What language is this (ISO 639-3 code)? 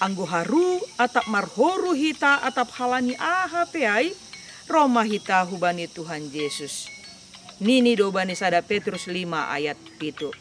bts